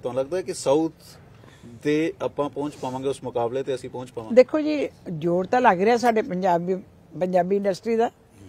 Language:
Punjabi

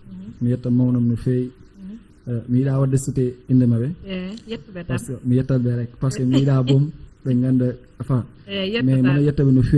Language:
Fula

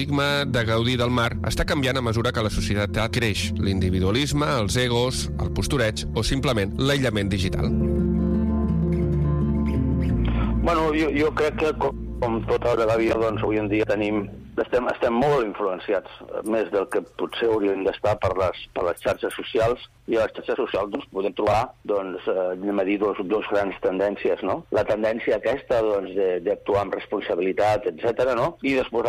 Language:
Catalan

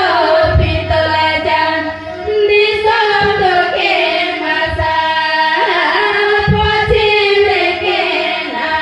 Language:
Santali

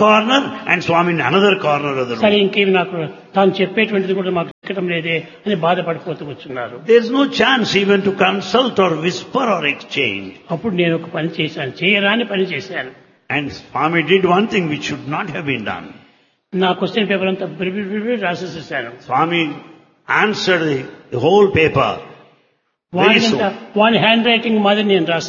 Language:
Telugu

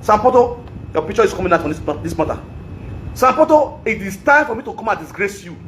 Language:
Nigerian Pidgin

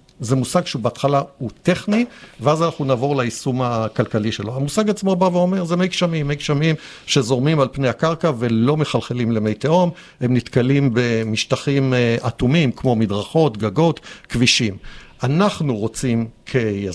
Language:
Hebrew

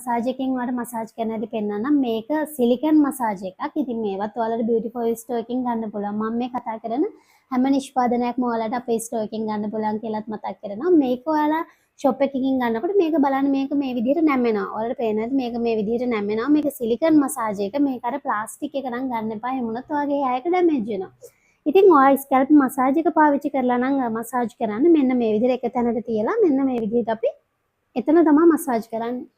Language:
Sinhala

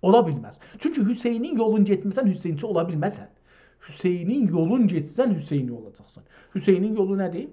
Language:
South Azerbaijani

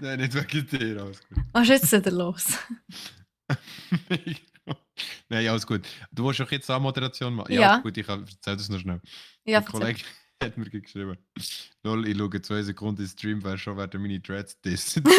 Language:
Swiss German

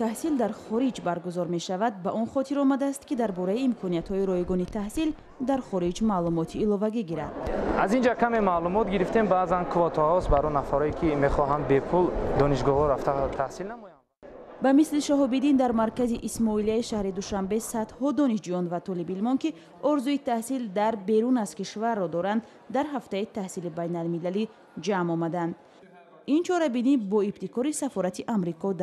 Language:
Tajik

